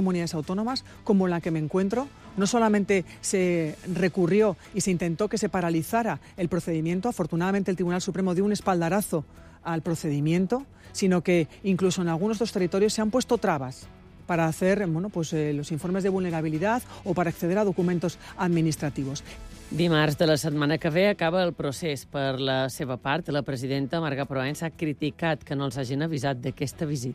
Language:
Catalan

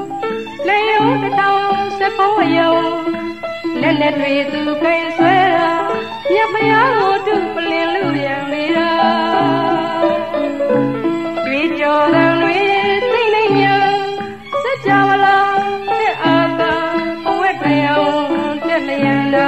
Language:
Burmese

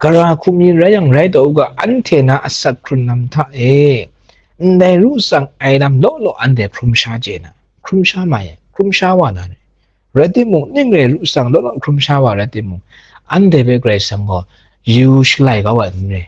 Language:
Kachin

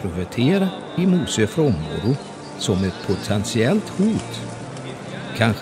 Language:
Swedish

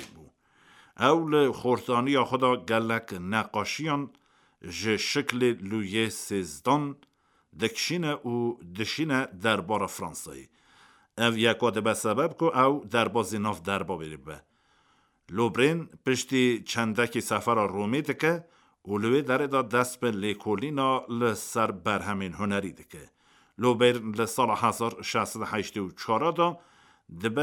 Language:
Kurdish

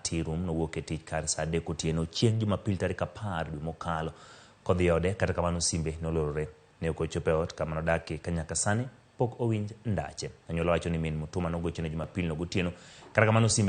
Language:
Luo (Kenya and Tanzania)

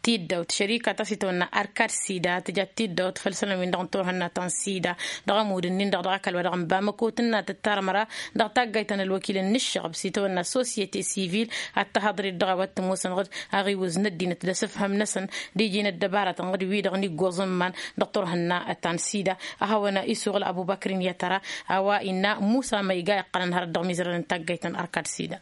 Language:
Tamasheq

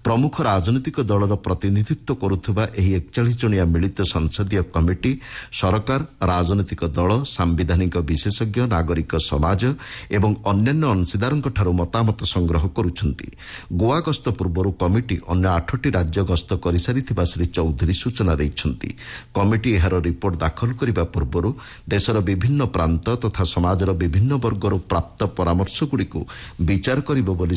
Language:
Odia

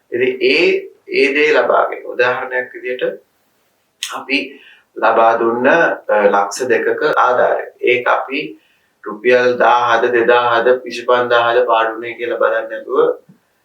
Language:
Sinhala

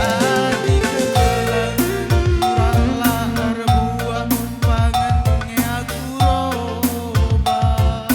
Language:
Batak Karo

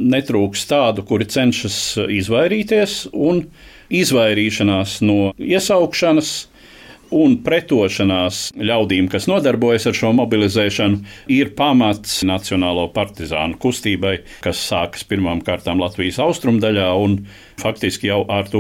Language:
Latvian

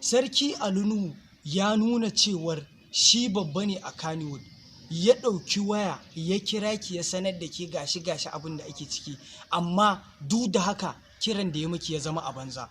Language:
Hausa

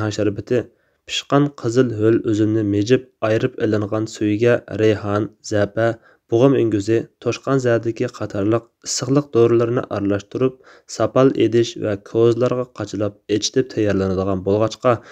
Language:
Uyghur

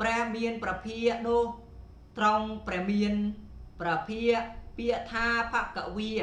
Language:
Khmer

